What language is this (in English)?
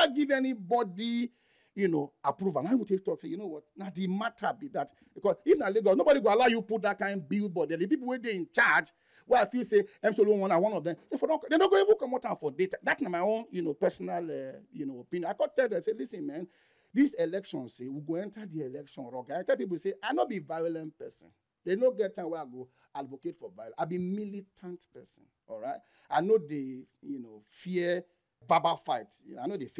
Nigerian Pidgin